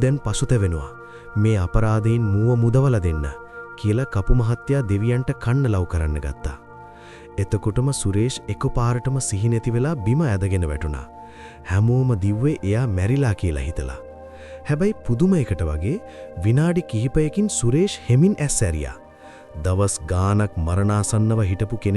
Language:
Sinhala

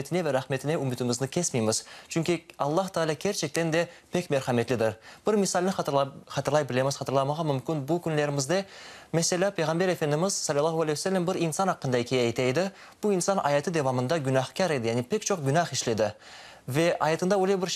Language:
Crimean Tatar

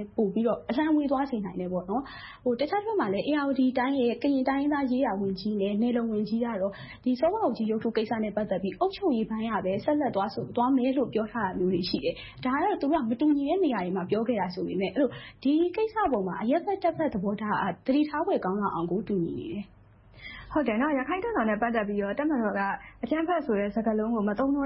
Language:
Burmese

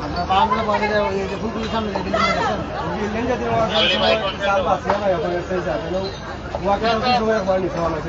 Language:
Sylheti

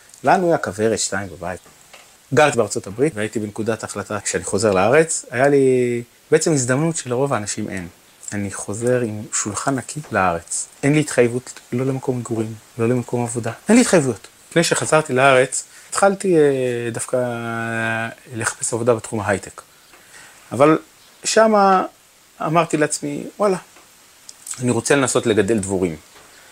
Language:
Hebrew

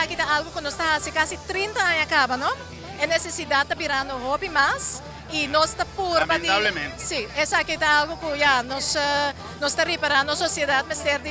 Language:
Papiamento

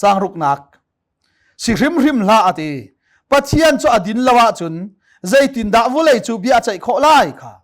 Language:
Hakha Chin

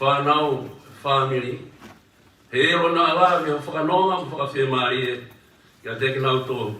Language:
Tongan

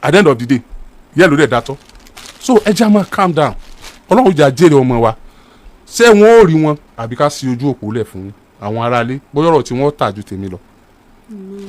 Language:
Yoruba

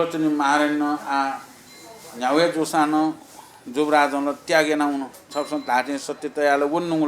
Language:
Newari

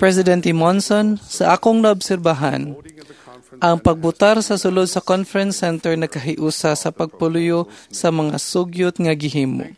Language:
Cebuano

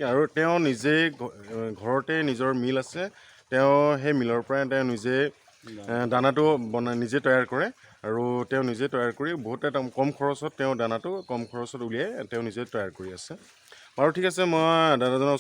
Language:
Assamese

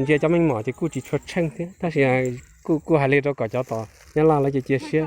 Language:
Hmong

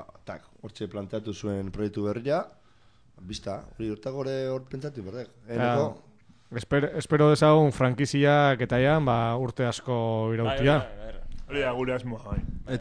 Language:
Basque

